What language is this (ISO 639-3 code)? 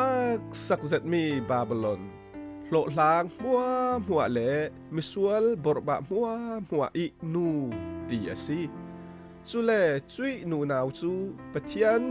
cfm